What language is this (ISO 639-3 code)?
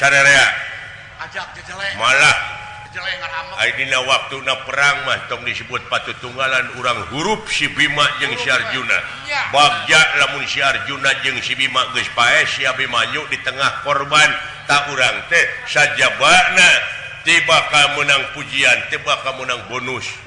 sun